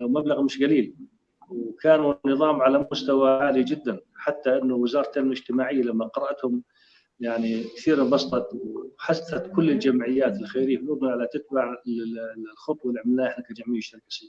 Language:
North Levantine Arabic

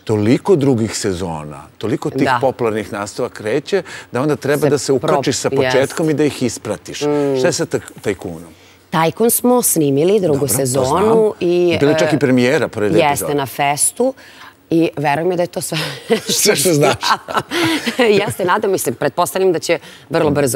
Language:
Serbian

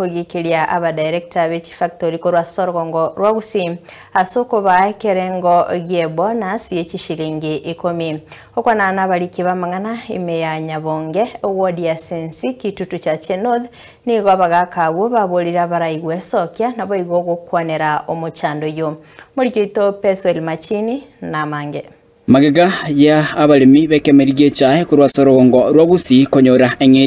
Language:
Gusii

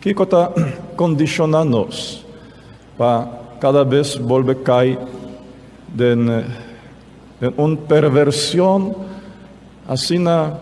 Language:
Papiamento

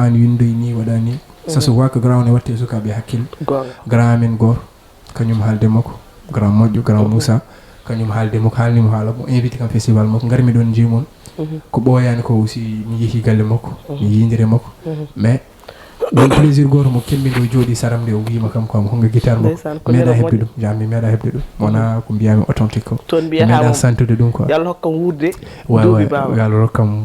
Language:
Fula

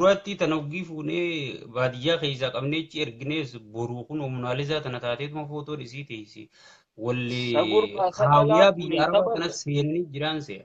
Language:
Oromo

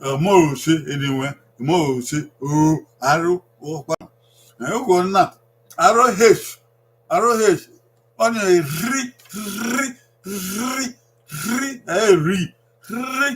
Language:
Bini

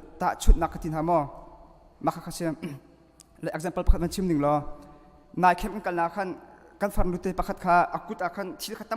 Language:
Hakha Chin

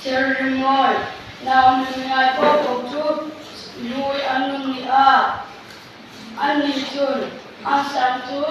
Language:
Mizo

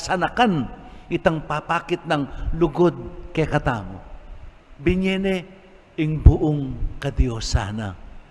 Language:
Pampanga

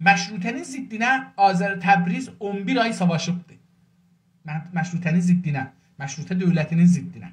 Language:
South Azerbaijani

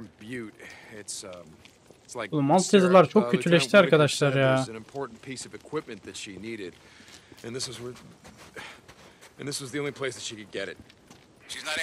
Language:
Turkish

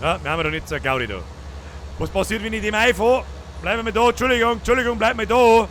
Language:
Bavarian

